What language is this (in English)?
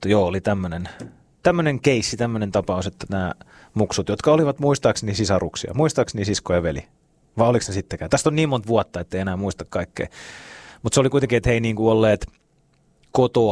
Finnish